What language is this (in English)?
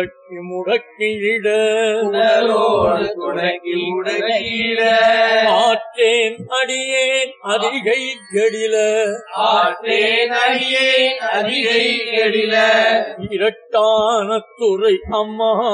Tamil